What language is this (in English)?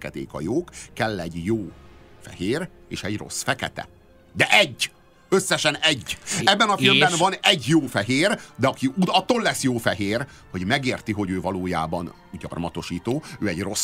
Hungarian